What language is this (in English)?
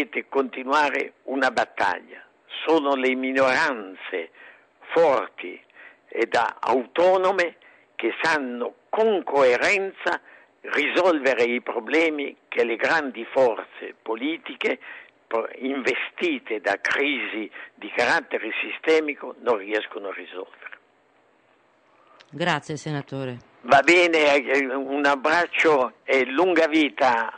Italian